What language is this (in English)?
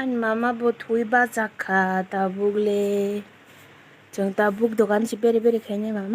Kok Borok